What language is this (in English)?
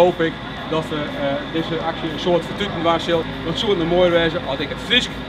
Western Frisian